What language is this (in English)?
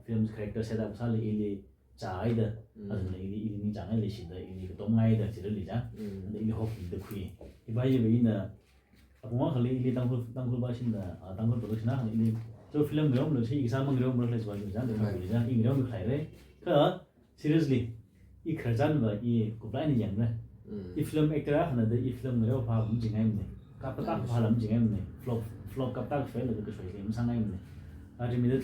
Tangkhul Naga (India)